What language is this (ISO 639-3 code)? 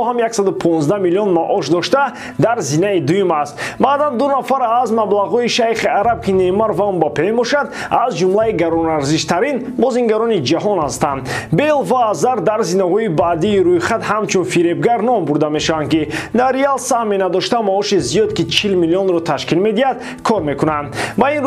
tgk